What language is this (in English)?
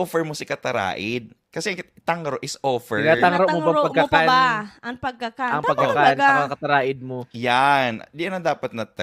Bikol